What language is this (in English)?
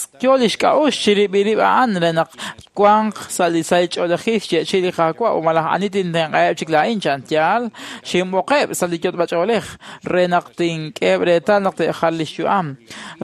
Kekchí